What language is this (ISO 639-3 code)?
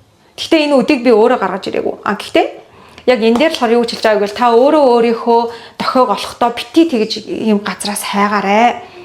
mon